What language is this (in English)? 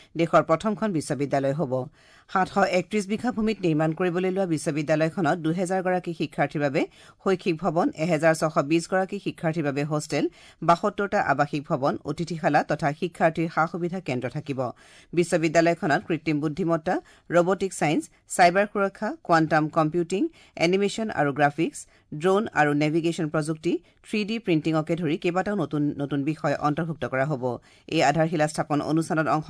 Assamese